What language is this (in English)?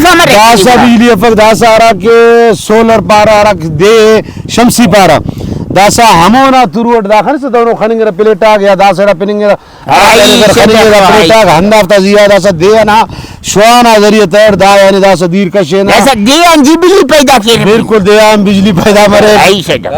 Brahui